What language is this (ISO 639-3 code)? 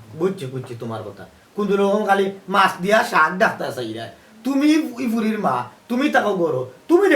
syl